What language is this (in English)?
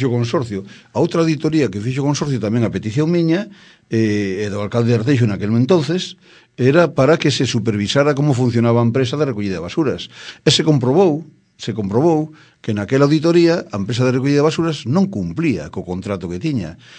Galician